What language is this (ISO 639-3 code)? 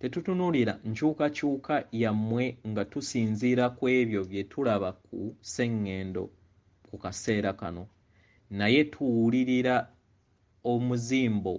lug